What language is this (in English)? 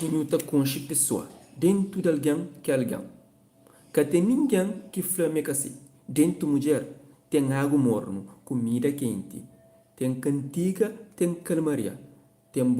Kabuverdianu